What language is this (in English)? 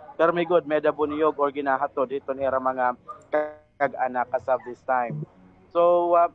Waray